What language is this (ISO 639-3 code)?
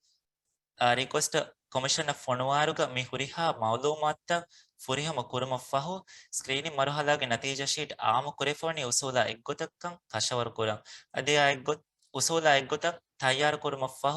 div